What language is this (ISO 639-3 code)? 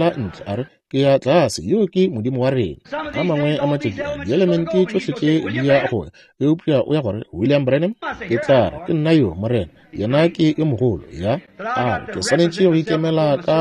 nso